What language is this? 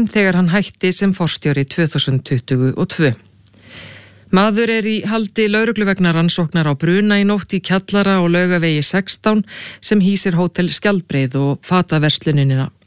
Icelandic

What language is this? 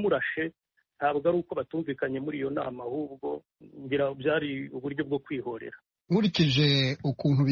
Kinyarwanda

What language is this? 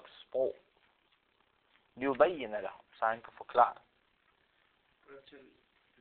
Danish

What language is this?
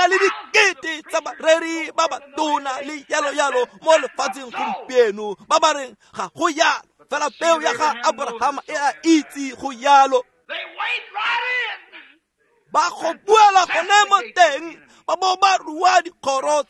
Tswana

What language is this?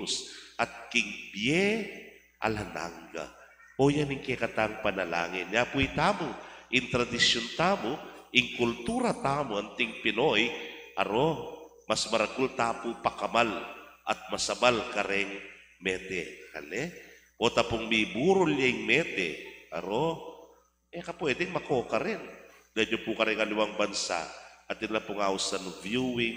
Pampanga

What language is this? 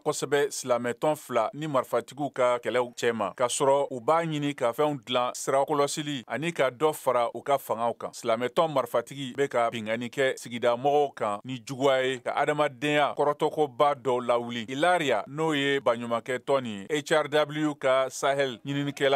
Bambara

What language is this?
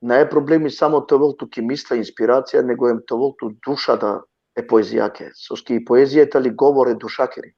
Balkan Romani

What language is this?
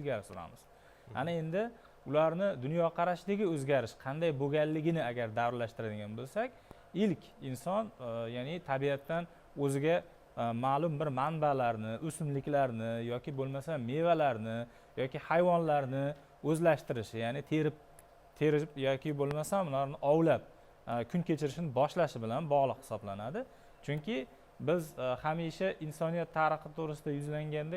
Uzbek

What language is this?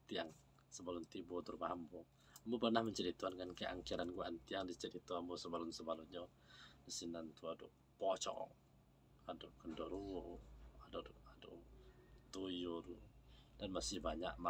Minangkabau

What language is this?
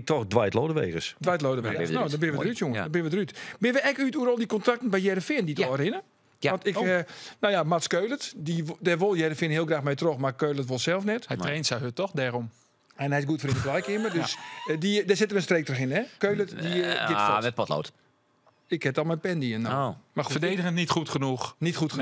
Western Frisian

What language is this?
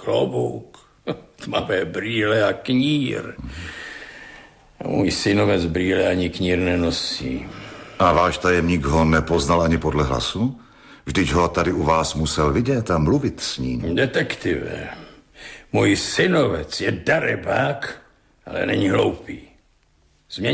Czech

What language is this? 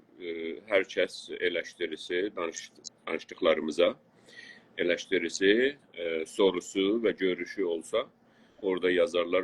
South Azerbaijani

